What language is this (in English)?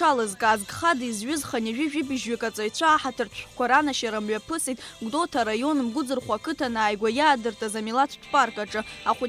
Abkhazian